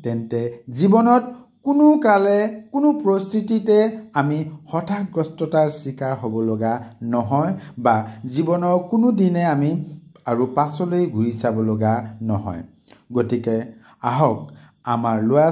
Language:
Assamese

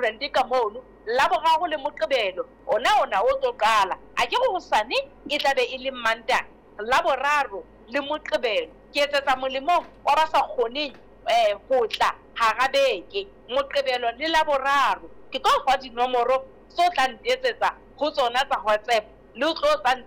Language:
Southern Sotho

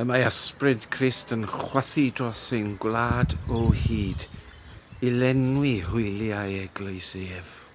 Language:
Welsh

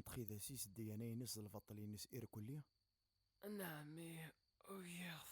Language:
Kabyle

